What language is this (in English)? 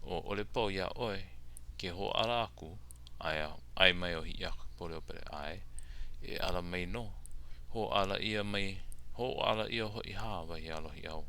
Hawaiian